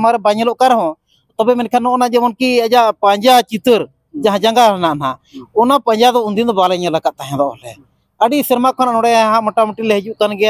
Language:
Santali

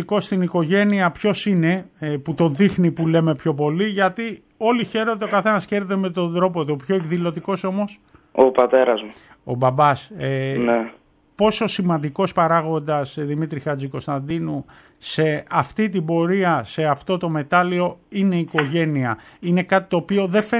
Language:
Greek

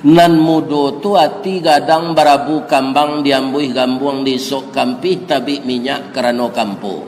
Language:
Minangkabau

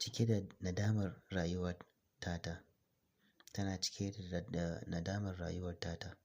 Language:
Hausa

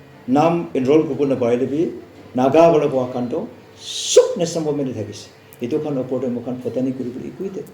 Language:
Naga Pidgin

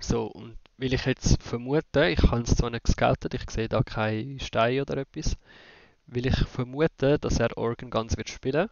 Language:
Swiss German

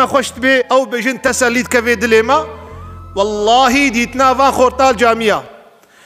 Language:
Kurdish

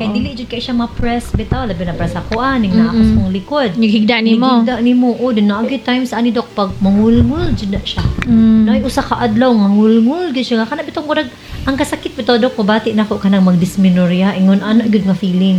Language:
Cebuano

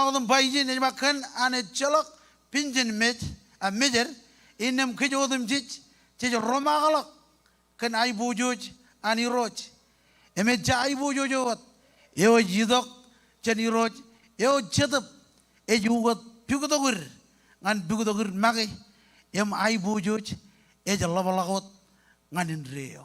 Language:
Marshallese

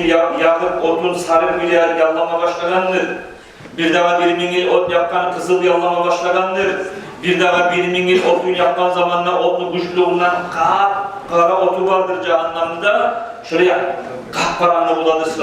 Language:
Kumyk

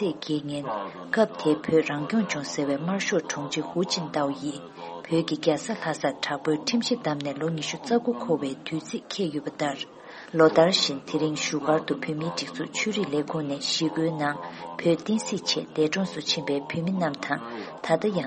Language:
Tibetan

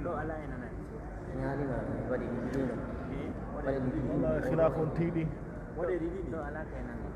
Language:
Pular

